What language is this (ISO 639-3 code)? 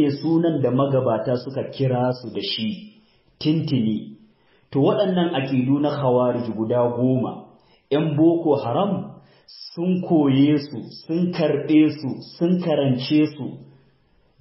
hau